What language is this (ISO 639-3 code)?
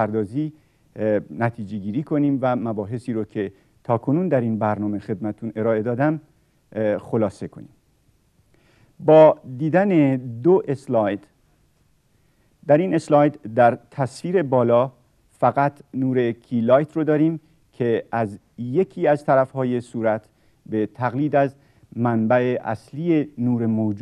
fas